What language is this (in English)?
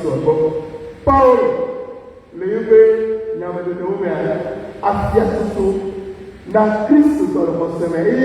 Ewe